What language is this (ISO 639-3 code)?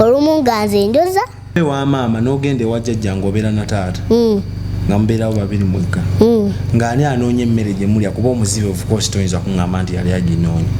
lug